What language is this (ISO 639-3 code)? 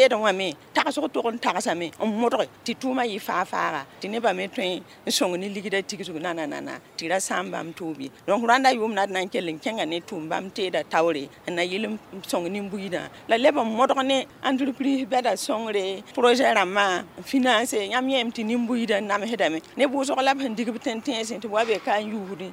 mos